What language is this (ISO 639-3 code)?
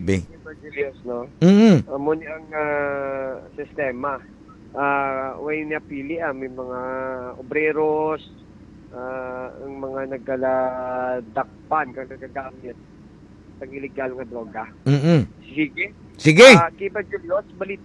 hil